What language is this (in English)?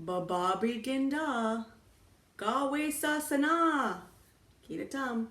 Chippewa